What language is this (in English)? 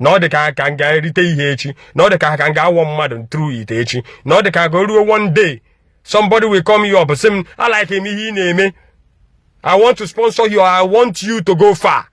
Igbo